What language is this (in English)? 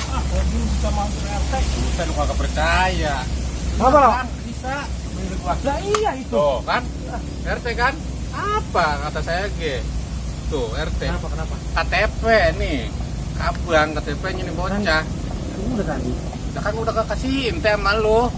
Betawi